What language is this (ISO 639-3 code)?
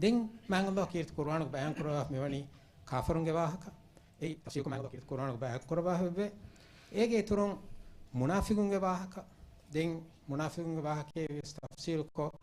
div